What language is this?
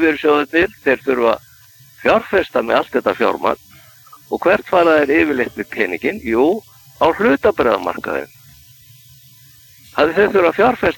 Icelandic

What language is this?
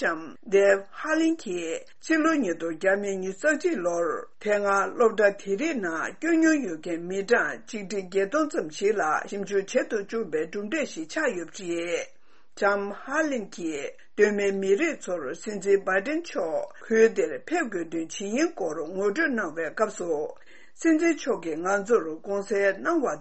Tibetan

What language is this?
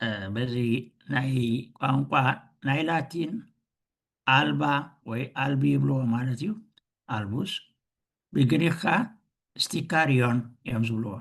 Tigrinya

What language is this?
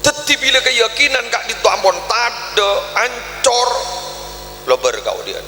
Madurese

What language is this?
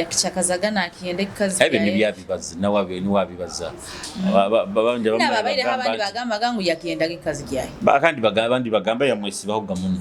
Nyoro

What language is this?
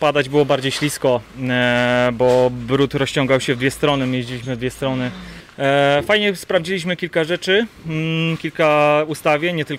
Polish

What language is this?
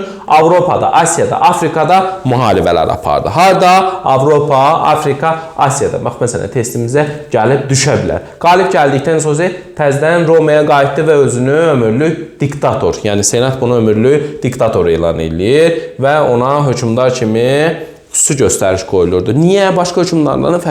Azerbaijani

